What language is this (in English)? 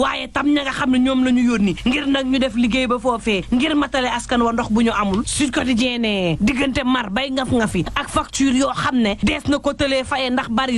Wolof